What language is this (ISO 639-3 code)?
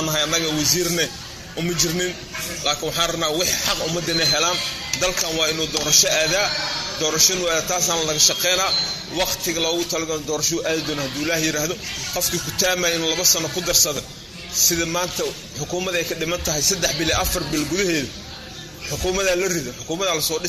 som